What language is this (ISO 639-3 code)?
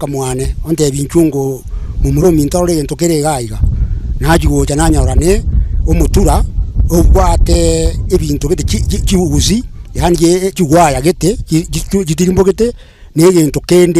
guz